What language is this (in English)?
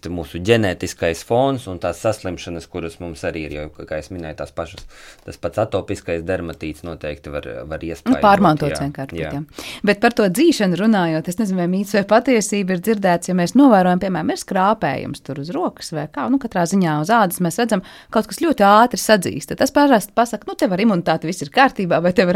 Latvian